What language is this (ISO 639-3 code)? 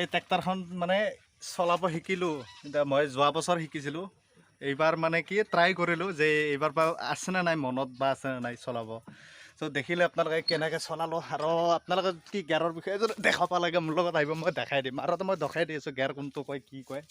asm